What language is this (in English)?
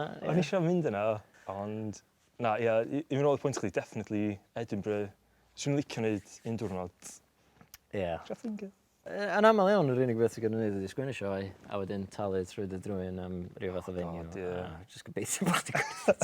Welsh